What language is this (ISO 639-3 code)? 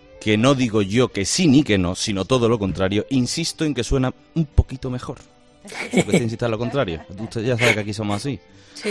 spa